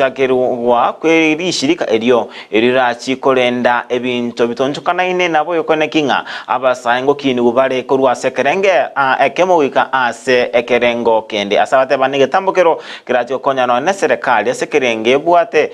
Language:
Gusii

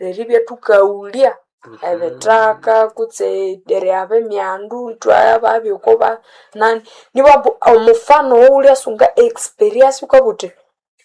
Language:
Nande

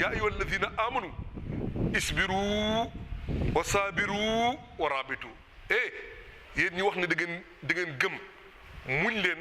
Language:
Wolof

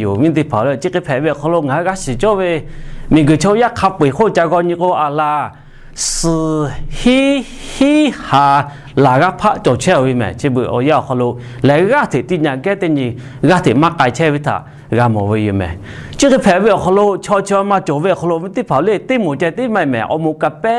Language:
Lahu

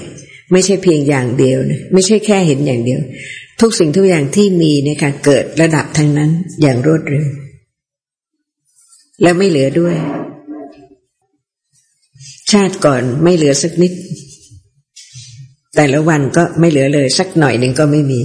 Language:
Thai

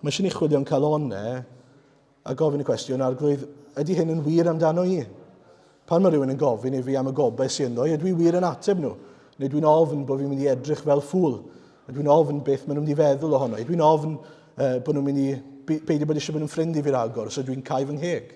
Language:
Welsh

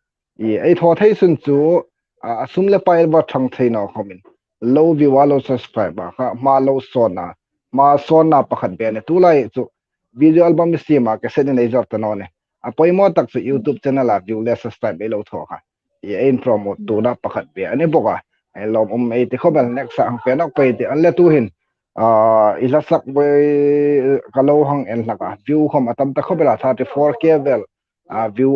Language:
Hmar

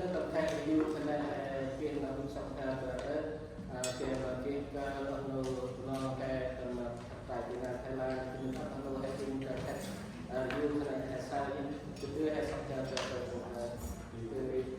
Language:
Central Mnong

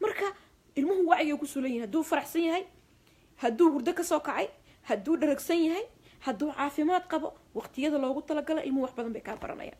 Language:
Somali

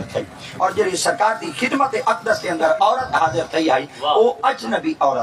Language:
Saraiki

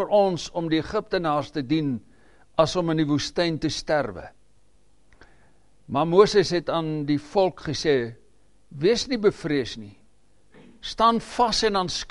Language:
Afrikaans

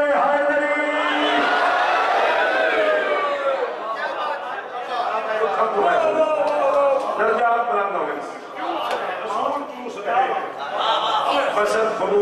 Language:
Urdu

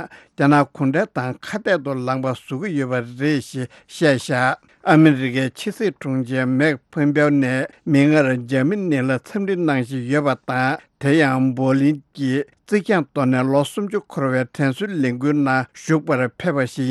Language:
Tibetan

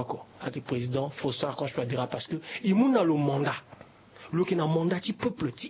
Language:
Sango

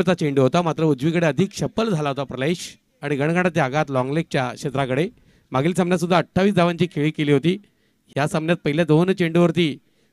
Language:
Marathi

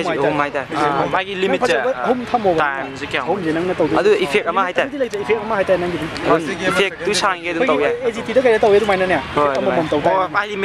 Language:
Manipuri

